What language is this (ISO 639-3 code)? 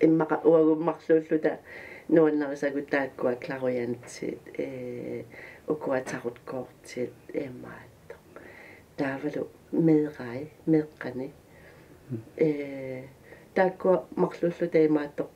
kal